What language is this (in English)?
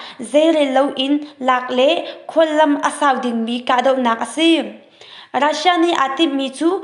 Hakha Chin